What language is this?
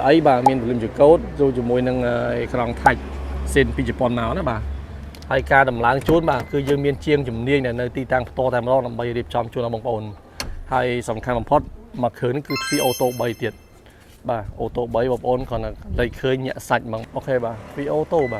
Khmer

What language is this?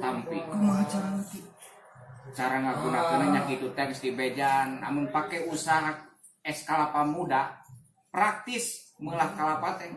Sundanese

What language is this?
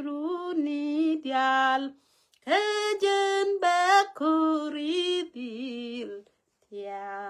Nuer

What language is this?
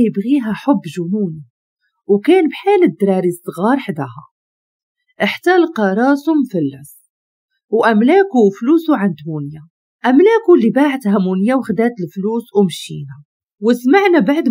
Moroccan Arabic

